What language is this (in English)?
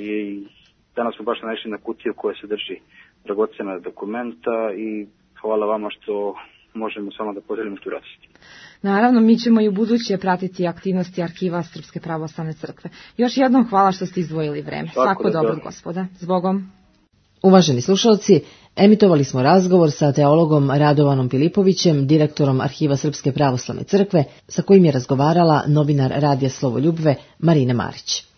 Serbian